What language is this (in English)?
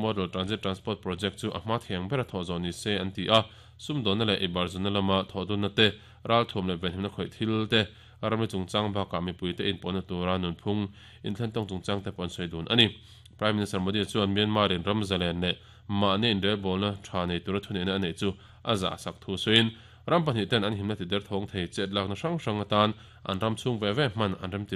Mizo